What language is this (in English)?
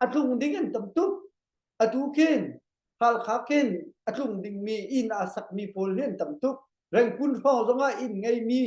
Hakha Chin